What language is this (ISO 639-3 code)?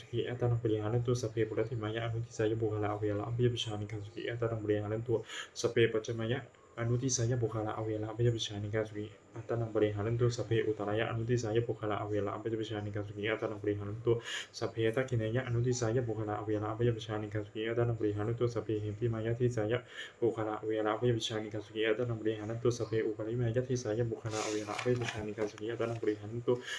pli